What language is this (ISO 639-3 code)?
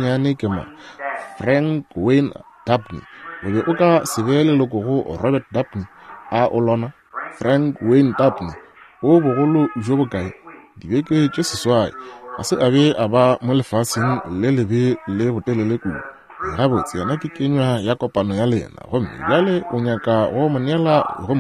nso